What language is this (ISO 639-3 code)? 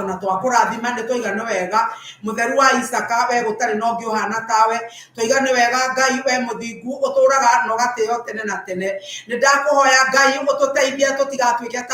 kik